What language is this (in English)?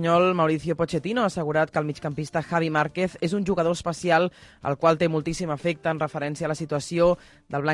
Catalan